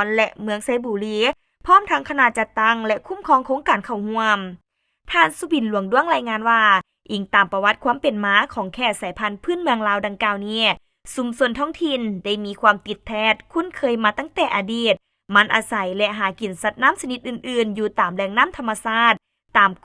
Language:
Lao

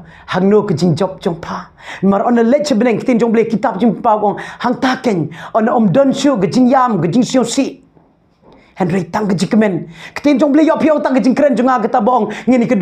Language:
Khasi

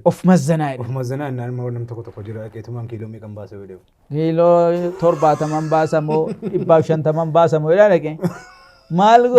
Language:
Oromo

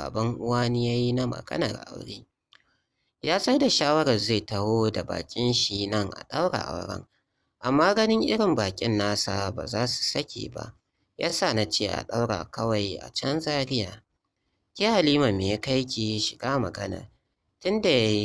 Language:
Hausa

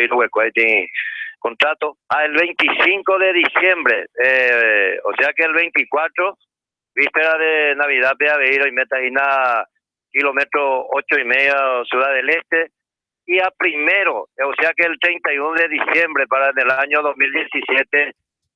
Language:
Guarani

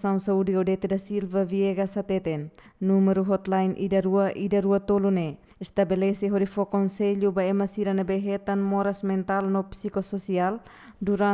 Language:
Tetum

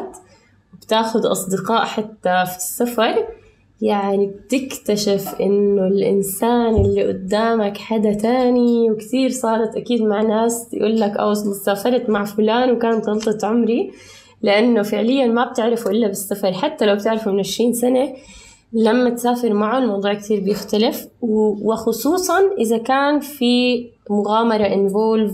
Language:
North Levantine Arabic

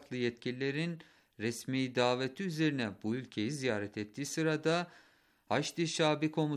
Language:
Turkish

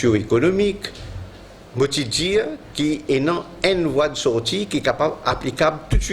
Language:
Morisyen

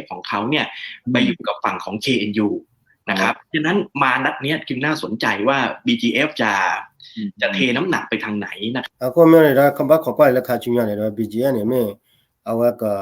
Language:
S'gaw Karen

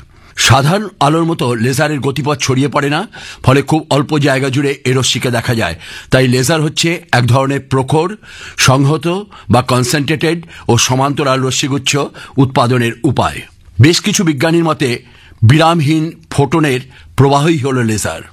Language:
Bangla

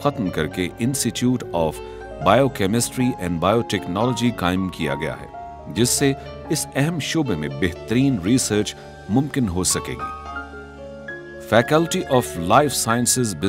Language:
Urdu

